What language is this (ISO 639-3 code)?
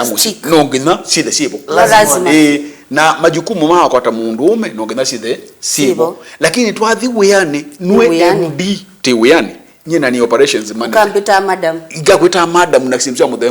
kam